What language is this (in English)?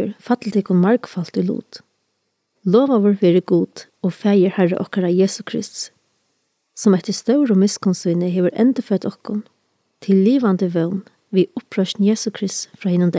Faroese